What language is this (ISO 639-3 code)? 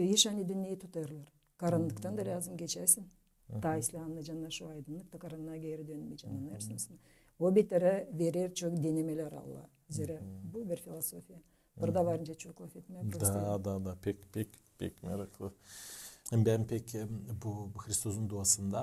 gag